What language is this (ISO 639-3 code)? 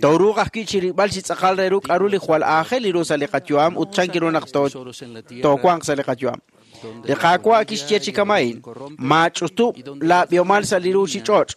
kek